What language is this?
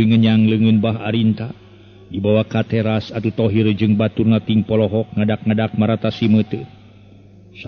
Sundanese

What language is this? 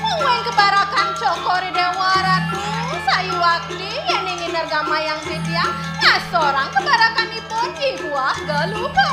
Balinese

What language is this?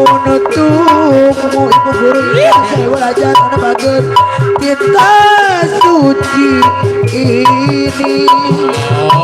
Betawi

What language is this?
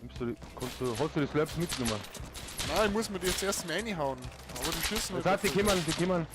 Bavarian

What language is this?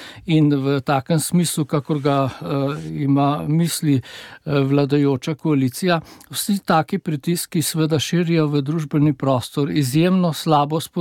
Slovenian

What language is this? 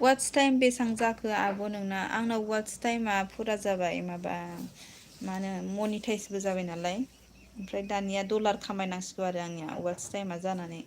Bodo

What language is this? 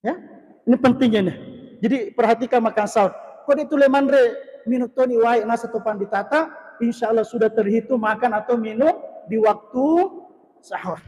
Buginese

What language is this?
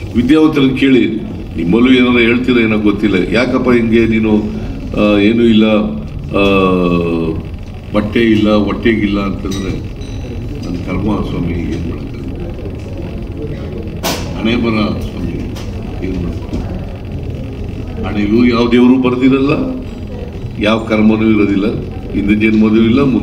Kannada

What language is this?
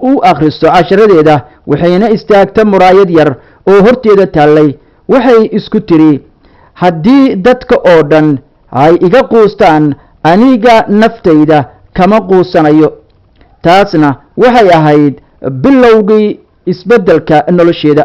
Somali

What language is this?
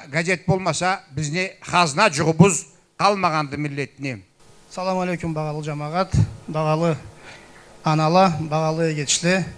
Karachay-Balkar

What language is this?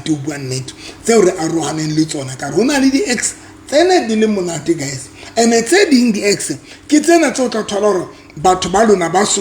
Southern Sotho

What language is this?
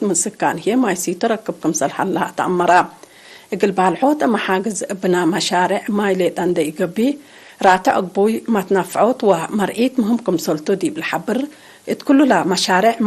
Tigre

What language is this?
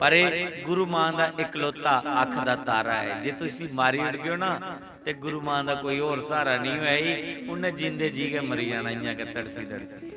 Dogri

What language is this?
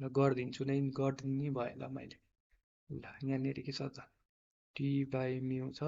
Nepali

